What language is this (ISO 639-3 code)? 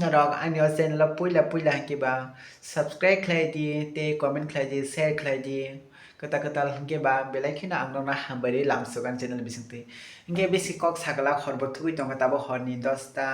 trp